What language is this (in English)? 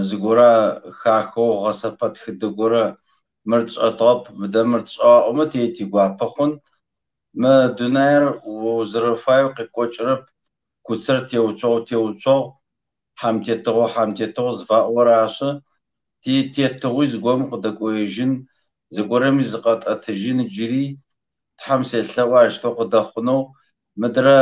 Kabardian